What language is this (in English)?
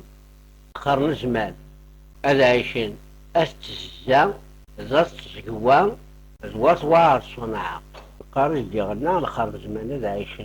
Kabyle